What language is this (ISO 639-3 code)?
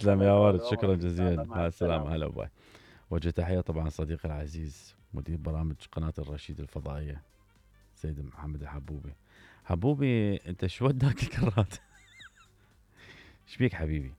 acm